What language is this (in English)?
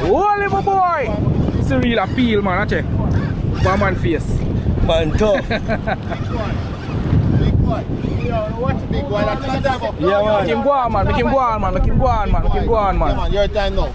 Jamaican Creole English